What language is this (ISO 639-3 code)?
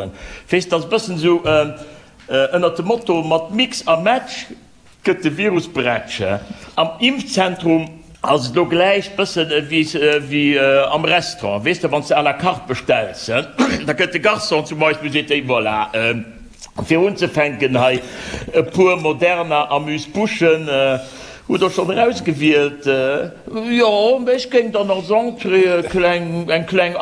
ltz